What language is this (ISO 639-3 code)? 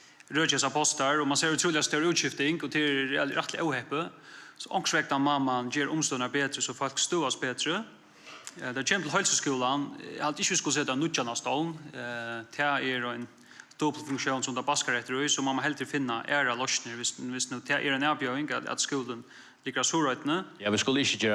fao